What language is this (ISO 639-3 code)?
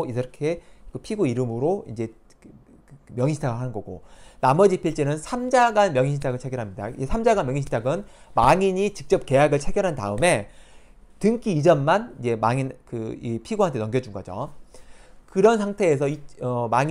kor